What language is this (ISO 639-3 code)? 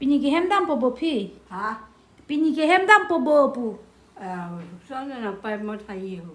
mjw